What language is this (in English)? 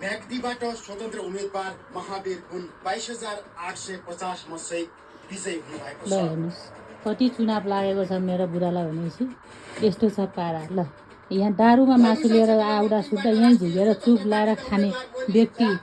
Nepali